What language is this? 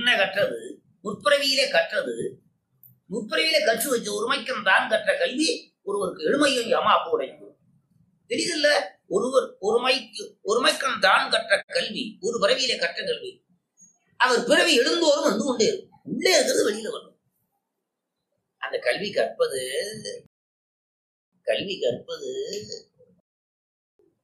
Tamil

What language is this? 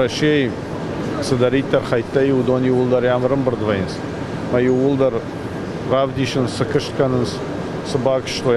Ossetic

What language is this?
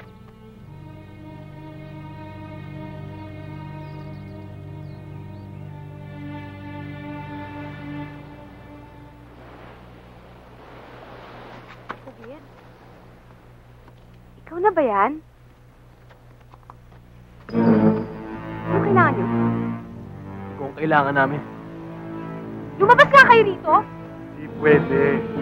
Filipino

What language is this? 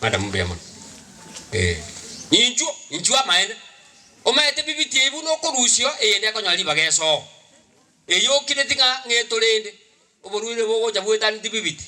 Gusii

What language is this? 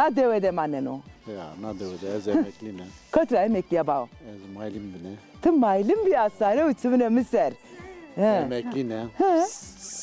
Zaza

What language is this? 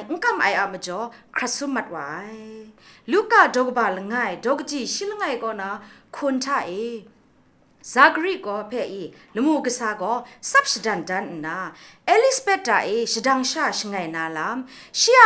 Kachin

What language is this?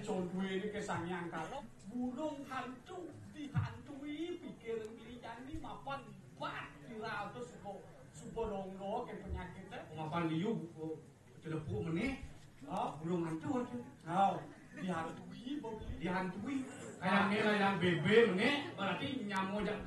Balinese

